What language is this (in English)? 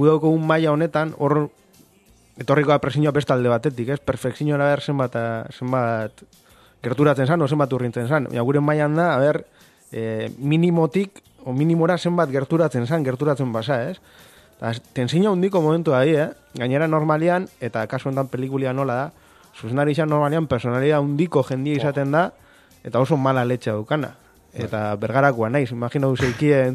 Basque